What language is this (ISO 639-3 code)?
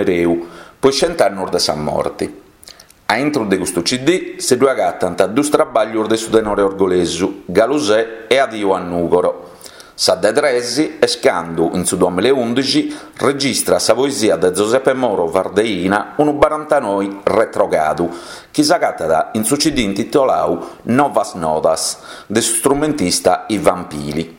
srd